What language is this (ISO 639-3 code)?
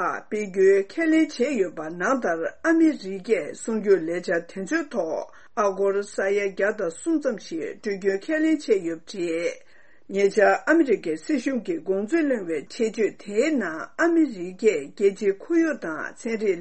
bod